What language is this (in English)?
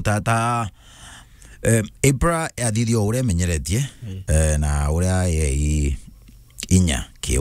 Meru